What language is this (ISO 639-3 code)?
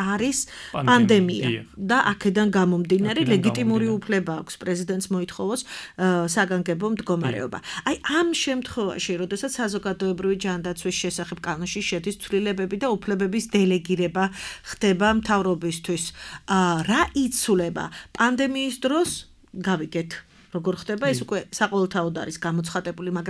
kat